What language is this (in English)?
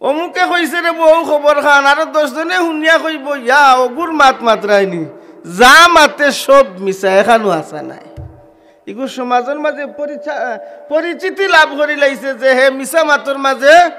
Sylheti